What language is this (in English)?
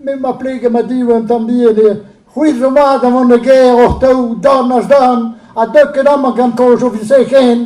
Breton